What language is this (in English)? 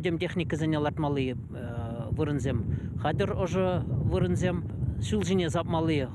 Chuvash